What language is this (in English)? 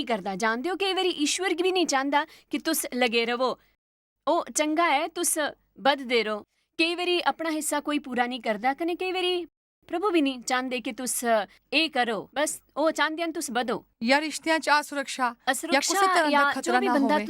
Dogri